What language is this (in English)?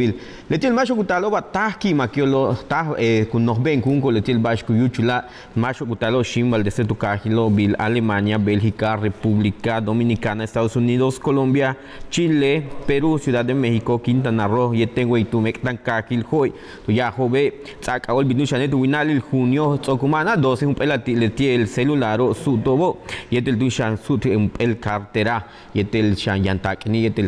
Yucateco